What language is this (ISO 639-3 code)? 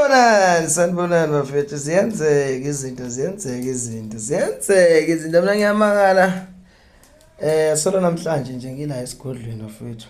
zul